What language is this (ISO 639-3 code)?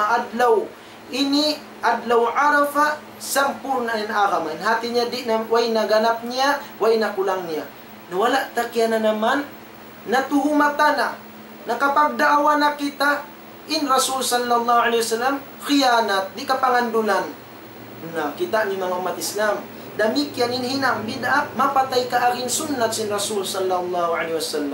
tsg